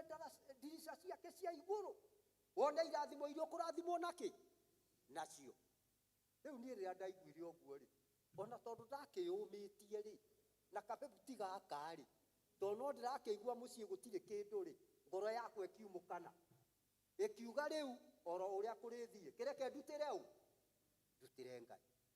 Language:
Kikuyu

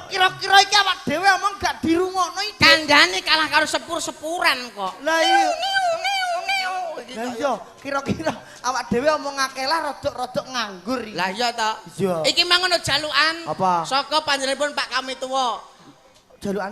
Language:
Javanese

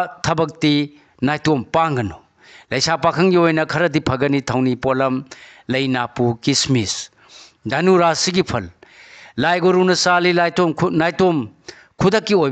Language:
Manipuri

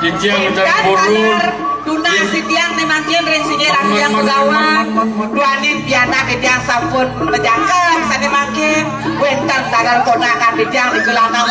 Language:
Balinese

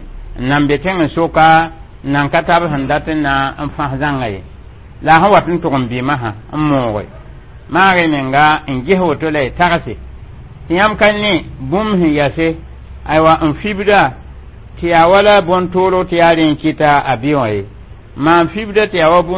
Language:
Mossi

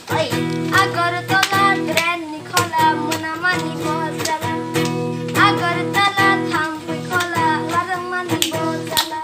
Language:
Kok Borok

